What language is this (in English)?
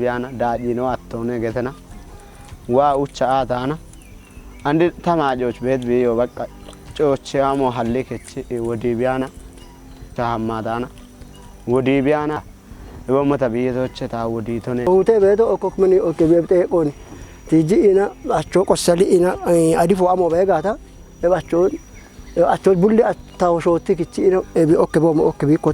Kafa